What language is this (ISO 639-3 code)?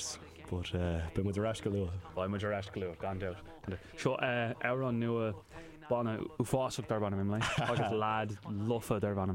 gle